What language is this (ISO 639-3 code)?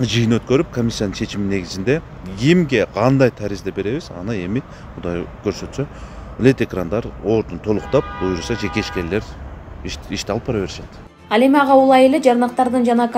kir